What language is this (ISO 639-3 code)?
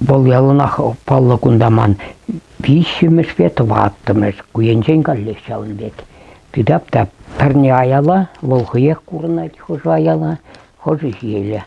chv